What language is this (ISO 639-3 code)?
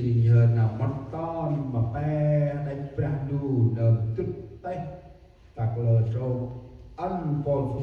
cmo